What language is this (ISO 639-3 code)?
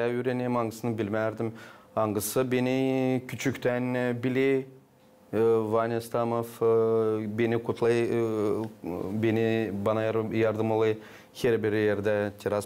gag